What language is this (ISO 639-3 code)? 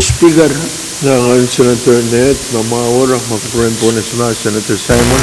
pon